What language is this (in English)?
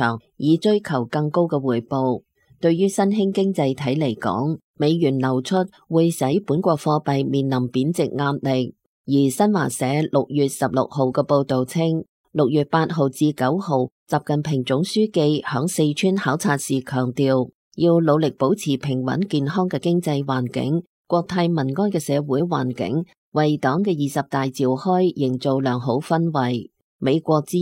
Cantonese